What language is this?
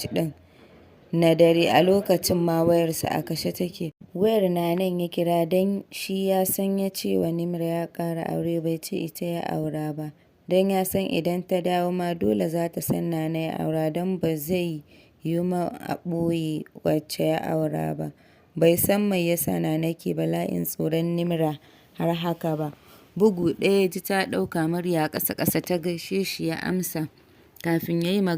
Hausa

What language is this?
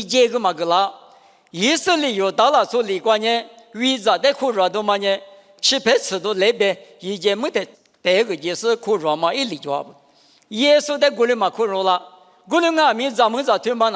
Lisu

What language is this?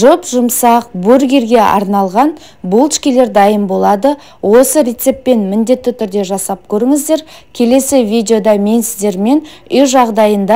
Kazakh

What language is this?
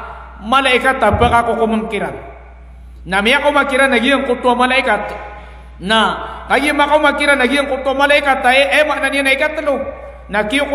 Maranao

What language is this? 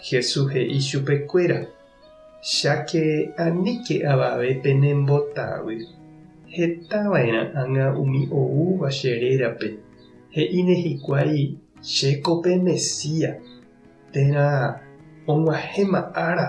Guarani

